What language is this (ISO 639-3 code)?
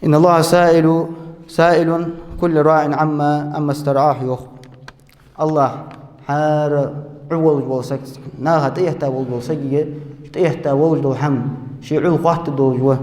inh